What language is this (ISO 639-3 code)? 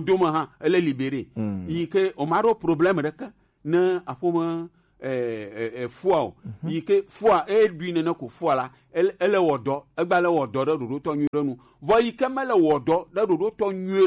gej